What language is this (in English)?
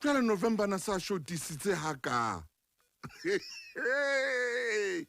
Southern Sotho